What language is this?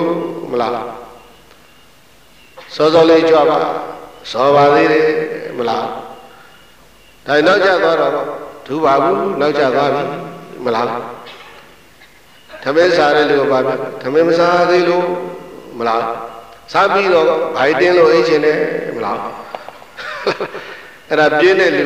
Burmese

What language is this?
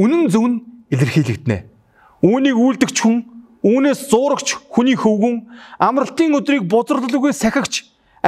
Mongolian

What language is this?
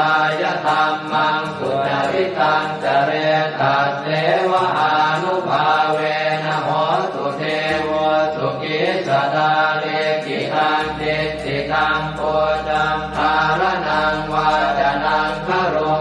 Pali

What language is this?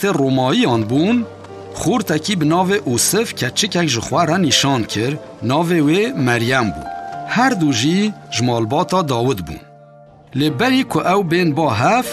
Kurdish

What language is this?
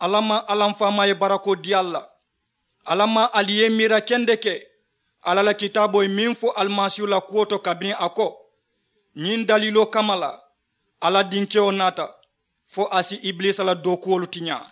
Mandingo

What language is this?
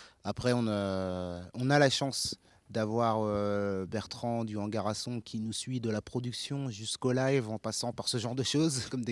French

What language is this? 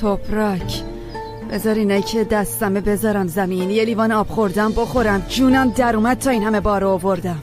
Persian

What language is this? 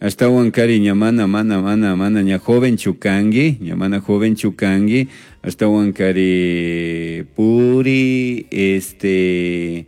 Chimborazo Highland Quichua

